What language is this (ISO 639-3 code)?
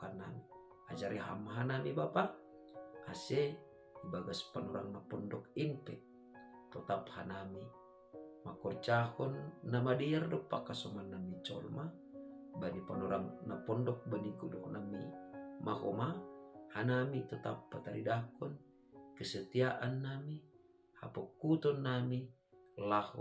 bts